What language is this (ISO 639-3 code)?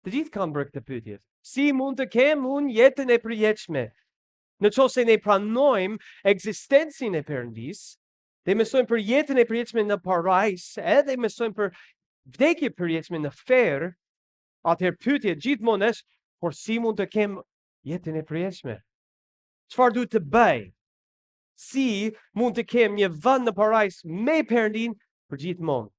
sqi